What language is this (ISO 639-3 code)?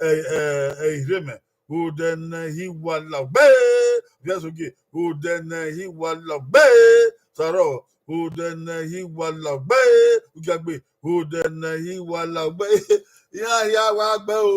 bin